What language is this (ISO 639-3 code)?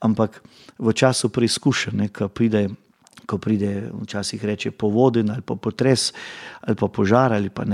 slv